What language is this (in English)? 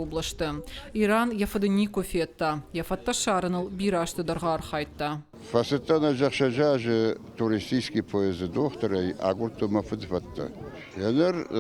Ossetic